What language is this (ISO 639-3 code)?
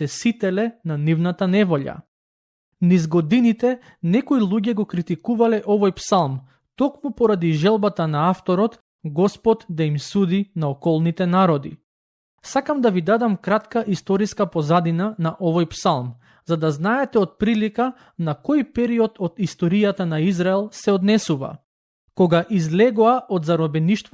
mkd